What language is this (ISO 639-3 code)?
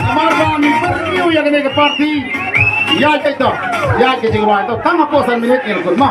kha